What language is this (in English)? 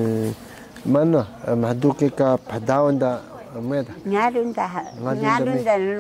Taroko